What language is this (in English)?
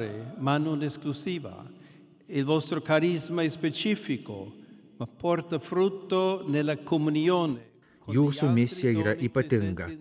Lithuanian